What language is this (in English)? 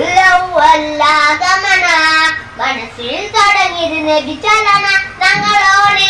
Malayalam